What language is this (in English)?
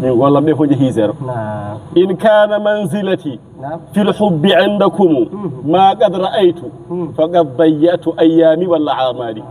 Fula